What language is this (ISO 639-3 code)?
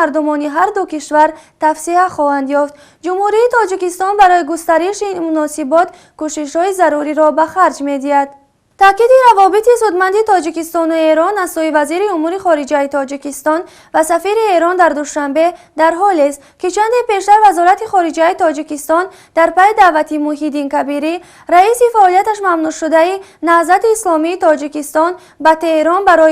tgk